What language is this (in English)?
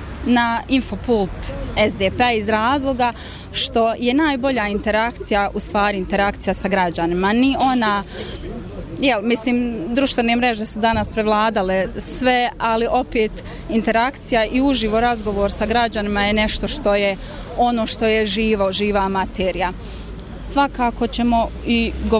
Bosnian